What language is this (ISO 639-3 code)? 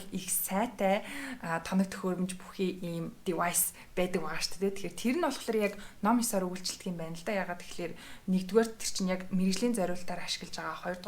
mon